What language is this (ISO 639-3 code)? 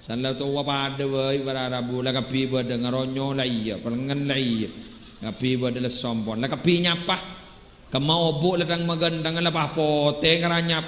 mad